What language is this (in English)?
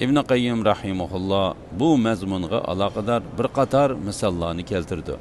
Uyghur